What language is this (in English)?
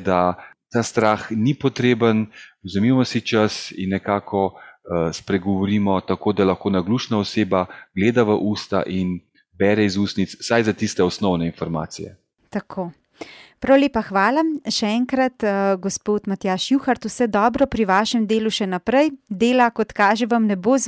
Slovenian